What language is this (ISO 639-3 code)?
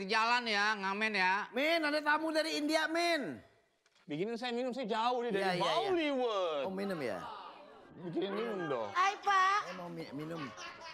bew